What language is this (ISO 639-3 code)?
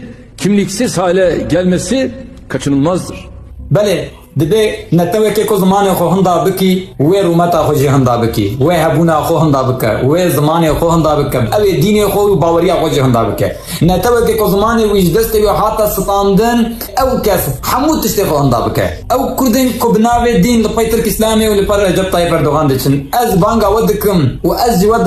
kur